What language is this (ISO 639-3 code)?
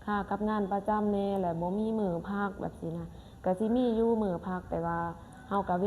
lao